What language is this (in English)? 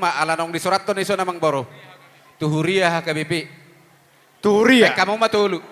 Batak Toba